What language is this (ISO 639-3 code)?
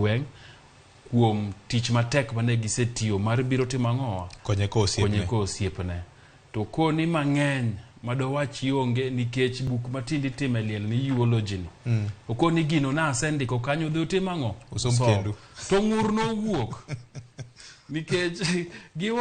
luo